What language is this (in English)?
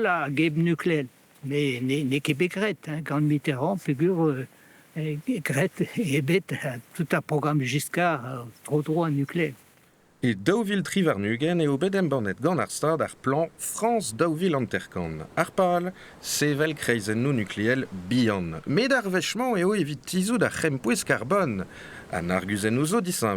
Breton